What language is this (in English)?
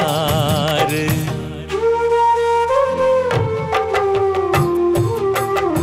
Bhojpuri